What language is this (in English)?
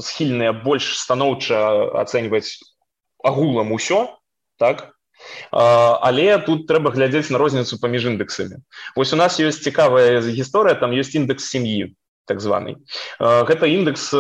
Belarusian